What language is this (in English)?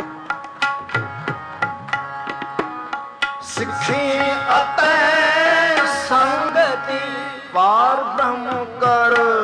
Punjabi